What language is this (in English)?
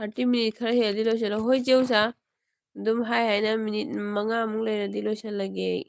Manipuri